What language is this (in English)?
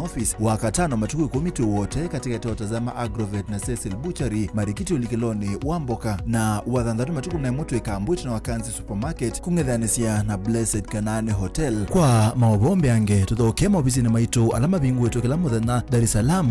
Kamba